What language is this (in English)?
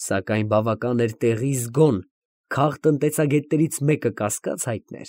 Armenian